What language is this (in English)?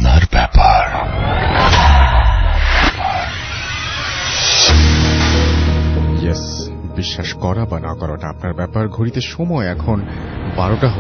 Bangla